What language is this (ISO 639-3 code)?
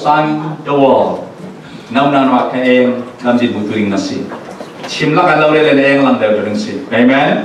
cfm